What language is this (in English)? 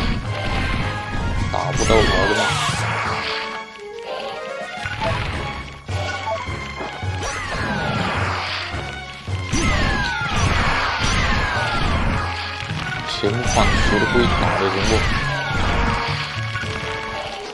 Chinese